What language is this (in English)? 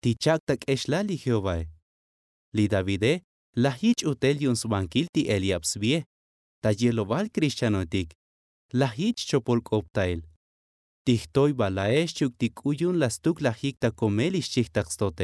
Tzotzil